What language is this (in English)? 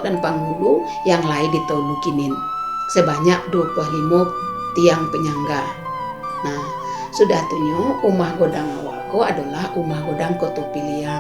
Minangkabau